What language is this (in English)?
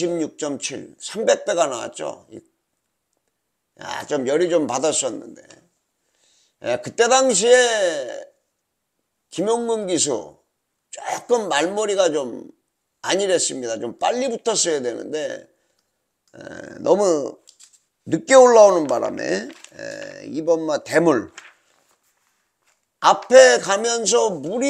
Korean